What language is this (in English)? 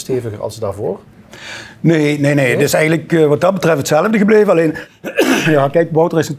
Limburgish